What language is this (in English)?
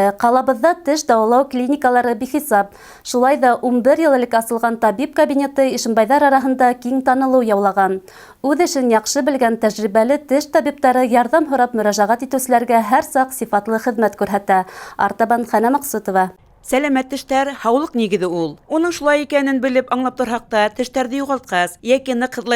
Bashkir